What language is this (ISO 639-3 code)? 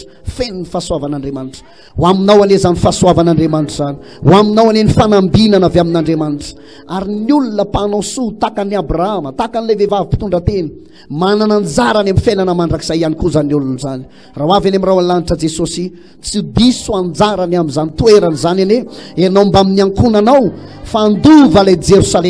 mlg